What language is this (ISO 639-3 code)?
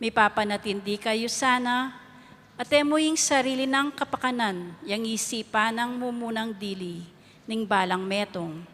pam